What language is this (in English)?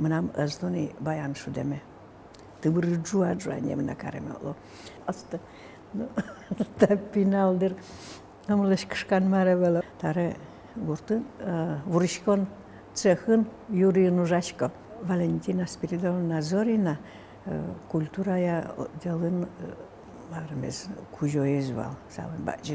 Udmurt